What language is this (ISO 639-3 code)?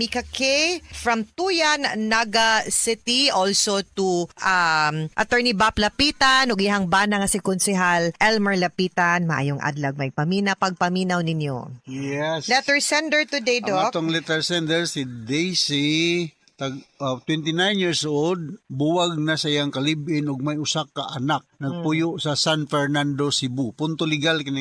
ceb